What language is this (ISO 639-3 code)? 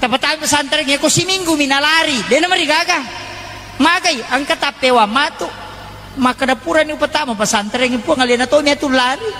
bug